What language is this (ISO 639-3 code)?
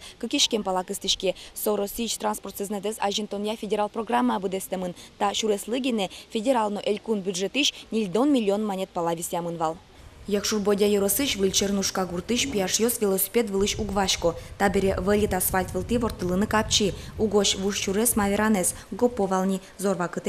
udm